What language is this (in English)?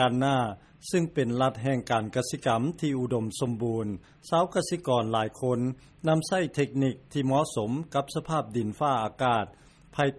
Lao